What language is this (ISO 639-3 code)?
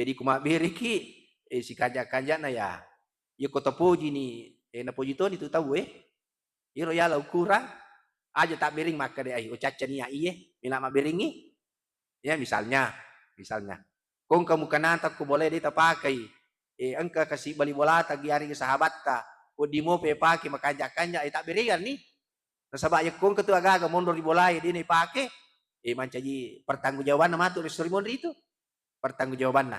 bug